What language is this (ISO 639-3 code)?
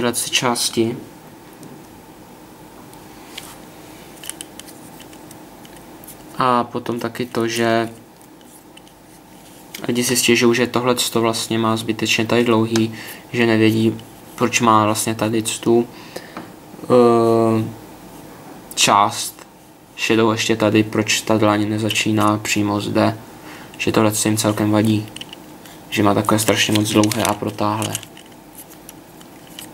ces